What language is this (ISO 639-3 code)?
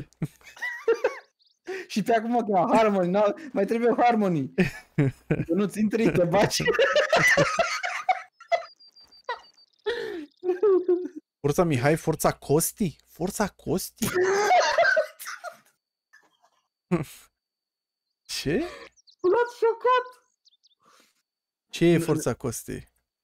ron